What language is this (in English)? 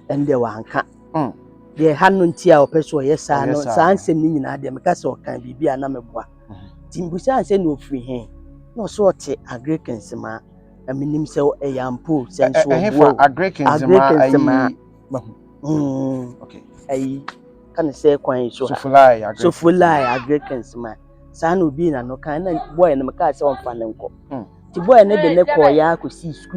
Akan